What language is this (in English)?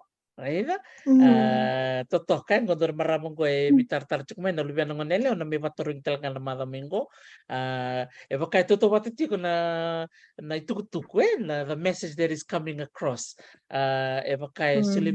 Fijian